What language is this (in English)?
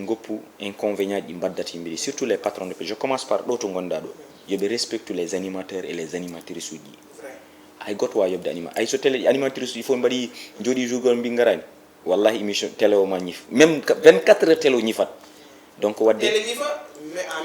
Fula